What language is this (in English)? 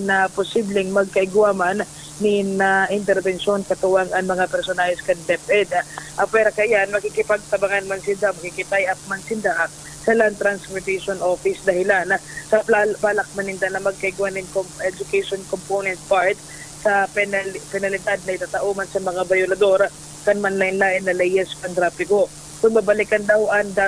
Bikol